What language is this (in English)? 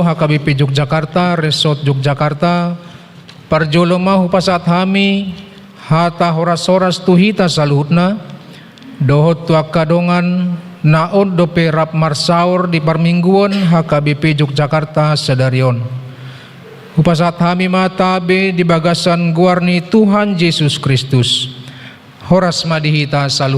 Batak Toba